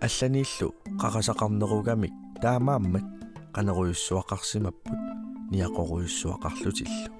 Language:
Kalaallisut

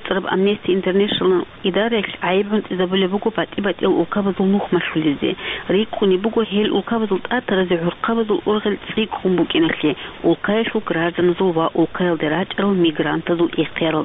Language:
Avaric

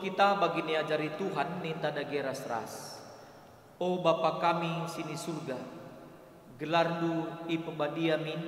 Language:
Batak Karo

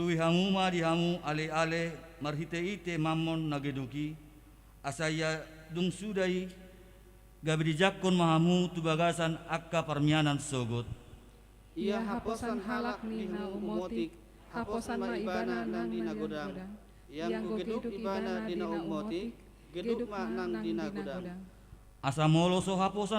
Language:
Batak Toba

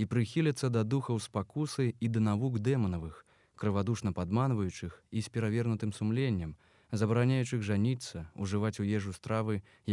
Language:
Belarusian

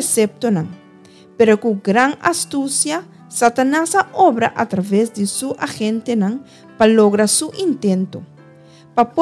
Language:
Papiamento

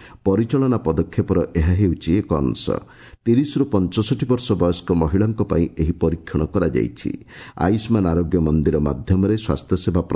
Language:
Odia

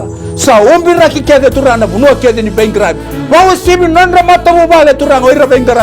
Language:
Fijian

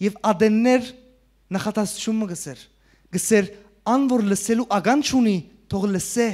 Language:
Western Armenian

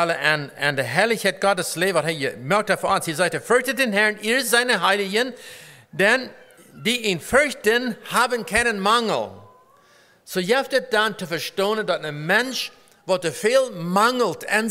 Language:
Plautdietsch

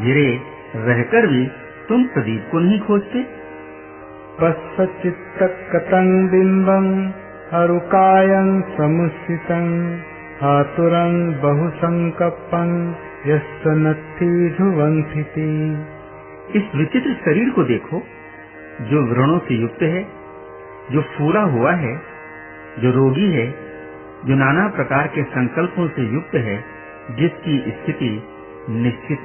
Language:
Hindi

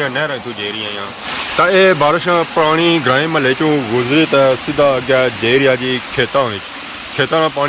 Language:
Pahari-Potwari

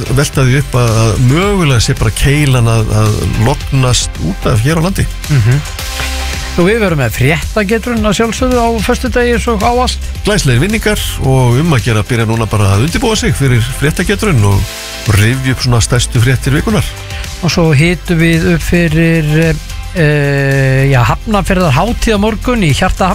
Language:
Icelandic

